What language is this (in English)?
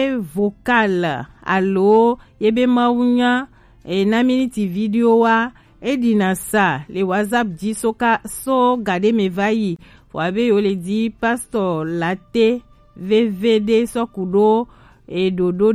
Gen